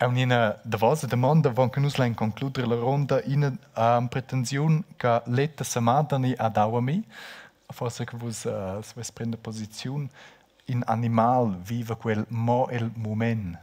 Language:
Romansh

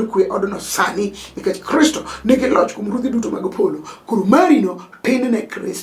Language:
Luo (Kenya and Tanzania)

